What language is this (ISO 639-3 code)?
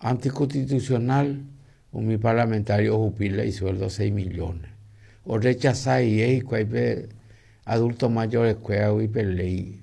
grn